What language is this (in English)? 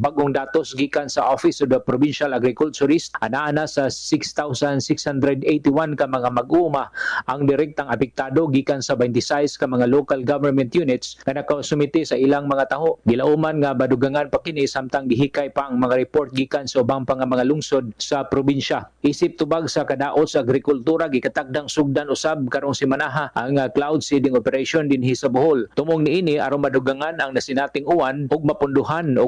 Cebuano